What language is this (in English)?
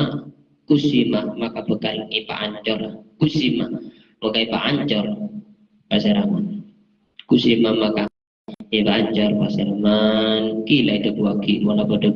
Madurese